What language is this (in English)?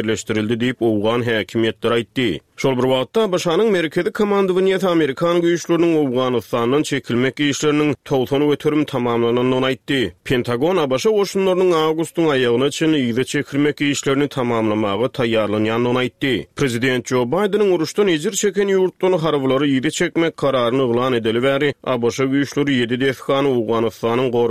Turkmen